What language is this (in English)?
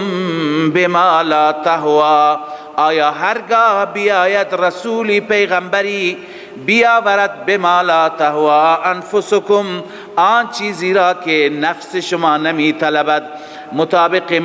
Persian